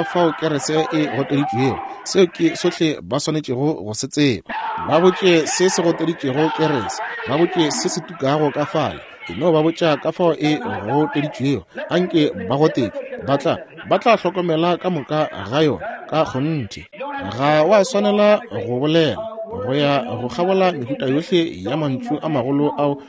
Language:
Northern Sotho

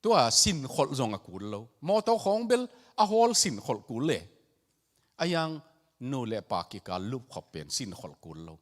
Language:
Tedim Chin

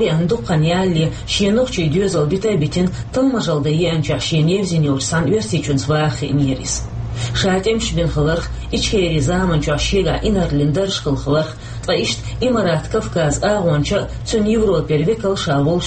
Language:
Chechen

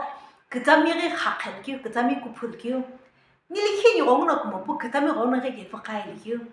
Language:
Sumi Naga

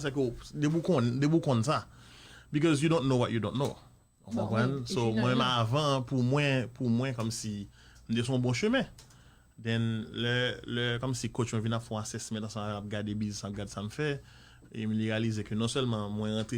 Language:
Haitian Creole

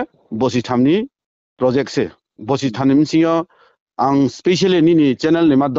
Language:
Riang (India)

